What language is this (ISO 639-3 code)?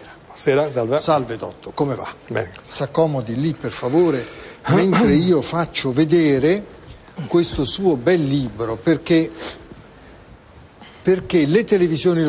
ita